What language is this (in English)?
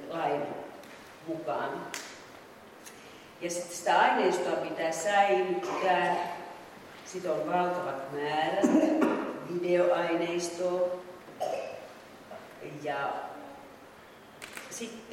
Finnish